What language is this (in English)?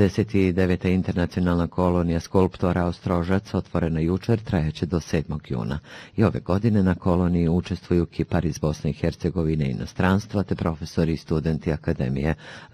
Bosnian